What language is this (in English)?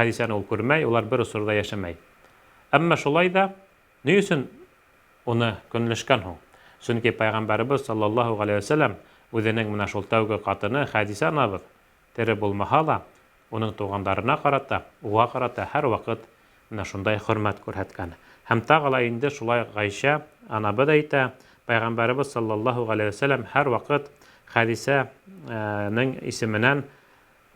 Bashkir